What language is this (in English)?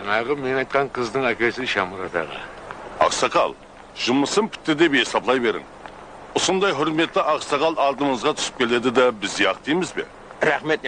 Kara-Kalpak